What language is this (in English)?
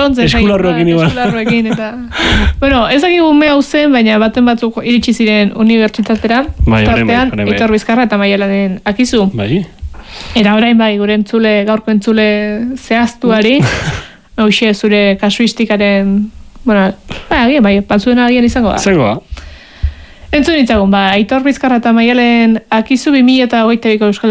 Basque